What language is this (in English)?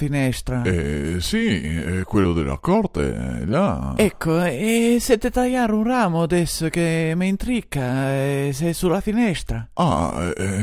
Venetian